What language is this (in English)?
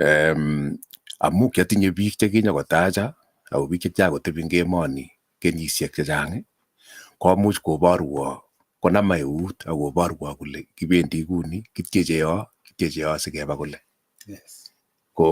Kalenjin